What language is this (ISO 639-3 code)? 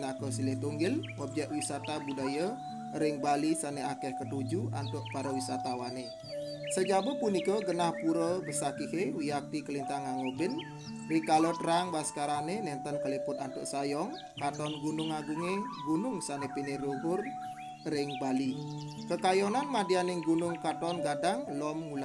ban